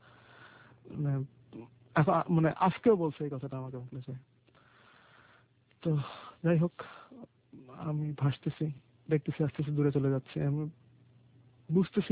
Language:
Bangla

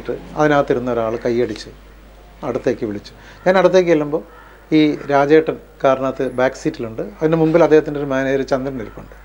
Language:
Malayalam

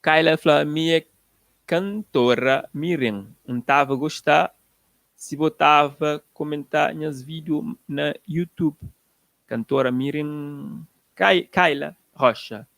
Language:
Kabuverdianu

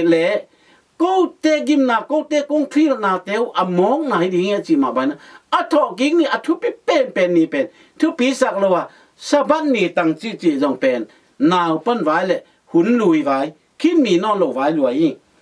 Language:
Tedim Chin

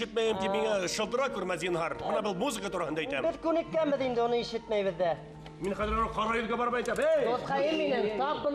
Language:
Bashkir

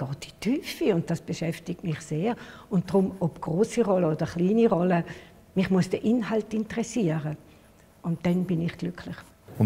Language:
Swiss German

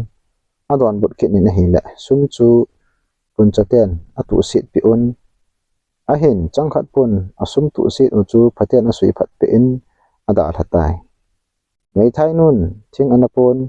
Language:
Thado Chin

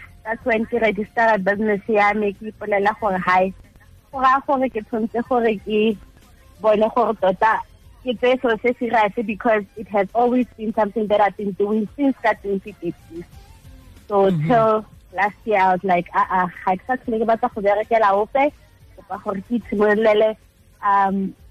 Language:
Tswana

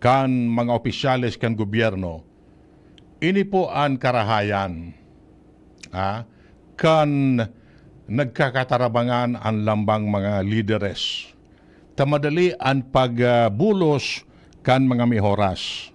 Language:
Bikol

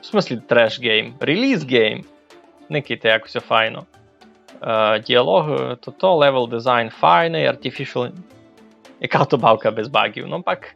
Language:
Rusyn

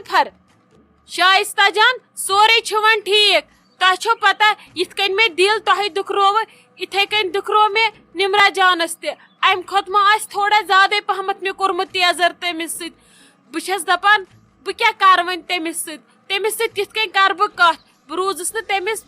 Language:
Kashmiri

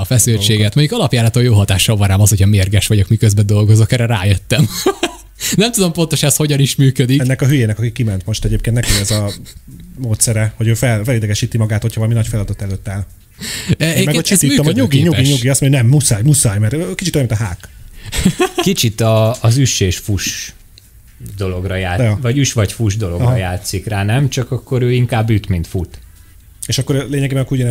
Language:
Hungarian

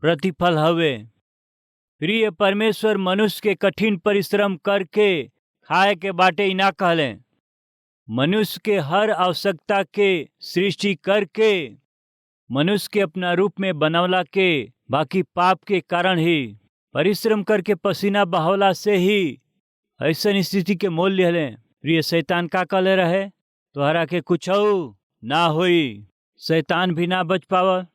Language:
Bhojpuri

